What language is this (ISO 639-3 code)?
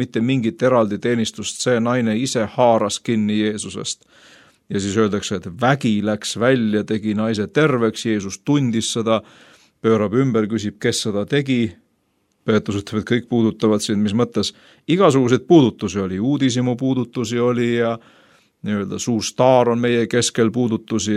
est